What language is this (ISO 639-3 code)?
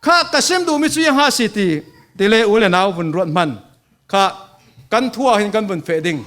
cfm